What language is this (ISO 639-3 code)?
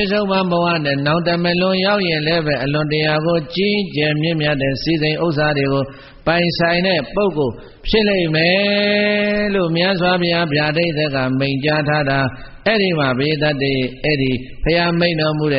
mya